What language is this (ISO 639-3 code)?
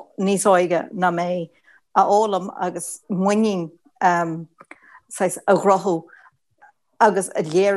gle